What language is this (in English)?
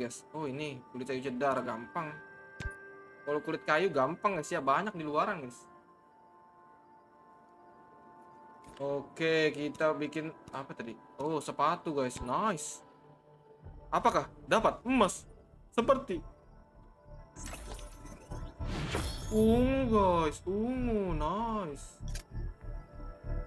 Indonesian